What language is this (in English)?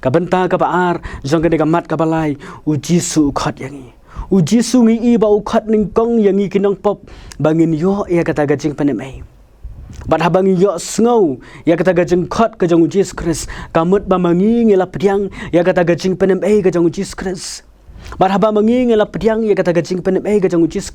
Khasi